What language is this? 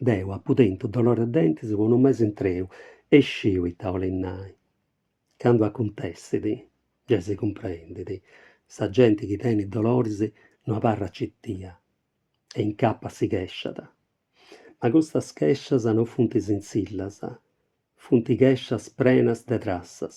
Sardinian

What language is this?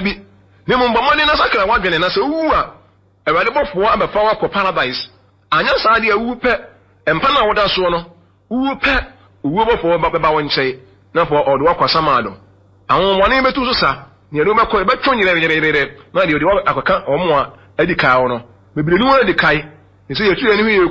Akan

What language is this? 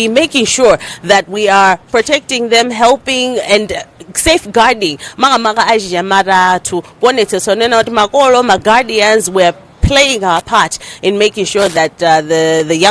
Nyanja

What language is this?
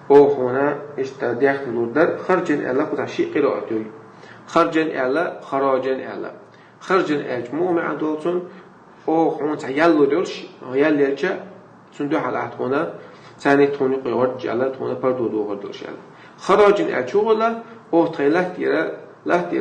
Chechen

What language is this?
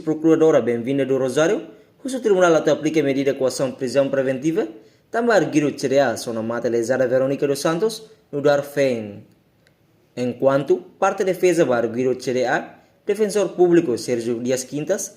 Tetum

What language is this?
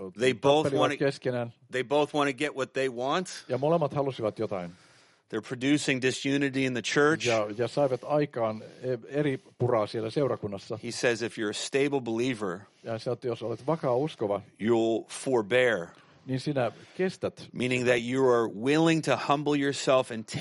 Finnish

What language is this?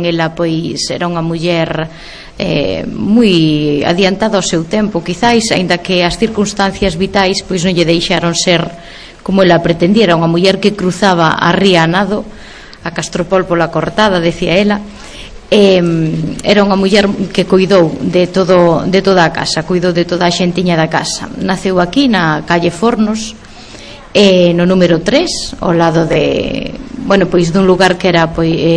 Galician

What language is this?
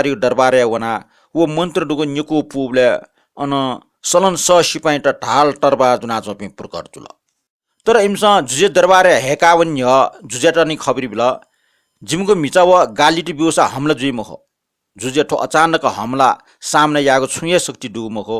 Newari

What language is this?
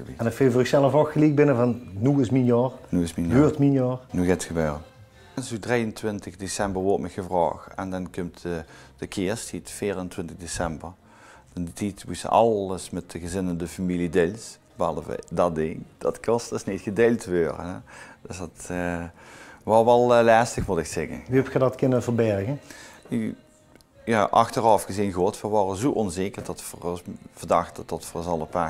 Limburgish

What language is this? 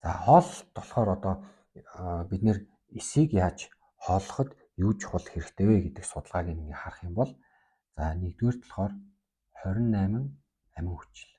Mongolian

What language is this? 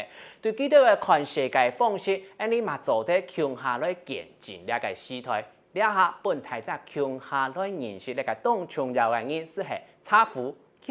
Hakka Chinese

